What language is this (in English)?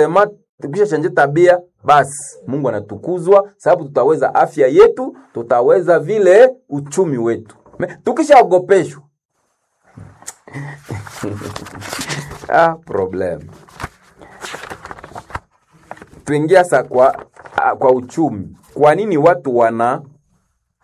Swahili